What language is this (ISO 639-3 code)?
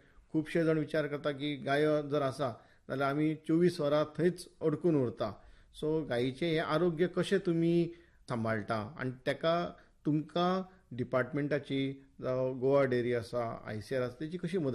kok